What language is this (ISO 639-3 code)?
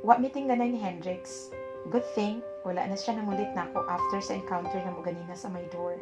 ceb